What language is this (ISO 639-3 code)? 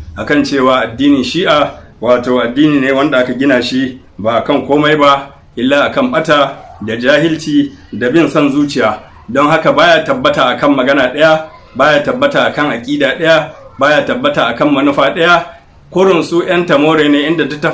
hau